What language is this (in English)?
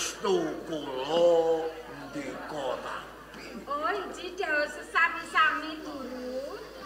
Javanese